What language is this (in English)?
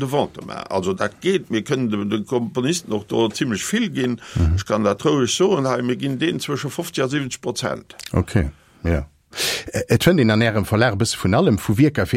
Luxembourgish